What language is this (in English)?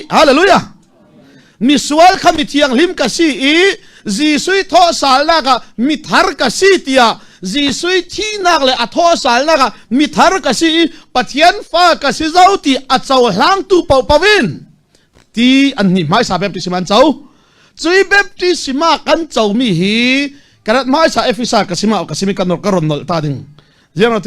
Falam Chin